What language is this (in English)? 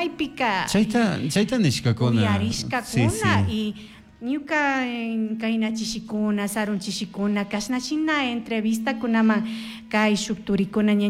Chimborazo Highland Quichua